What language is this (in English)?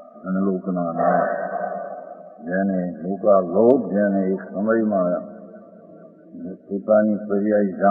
Gujarati